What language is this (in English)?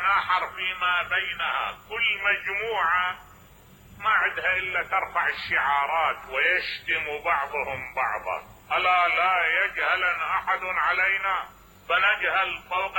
Mesopotamian Arabic